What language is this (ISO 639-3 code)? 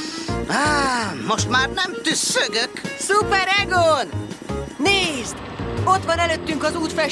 hun